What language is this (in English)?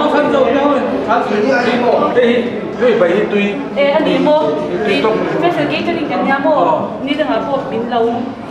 Mizo